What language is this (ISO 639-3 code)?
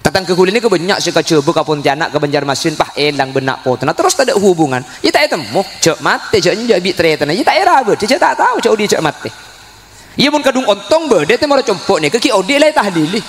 mad